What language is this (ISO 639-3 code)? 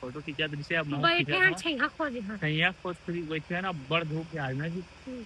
hne